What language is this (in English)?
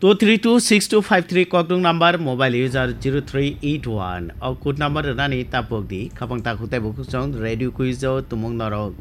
Kok Borok